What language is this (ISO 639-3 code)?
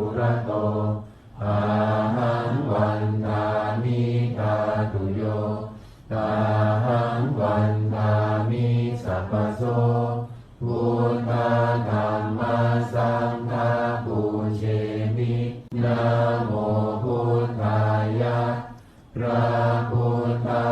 pli